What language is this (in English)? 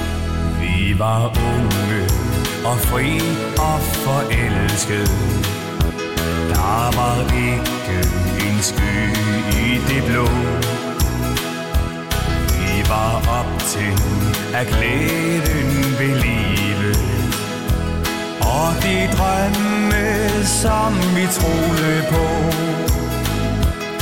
Danish